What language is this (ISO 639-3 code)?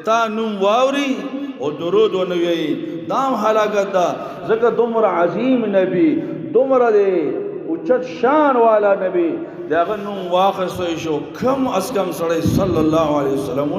pus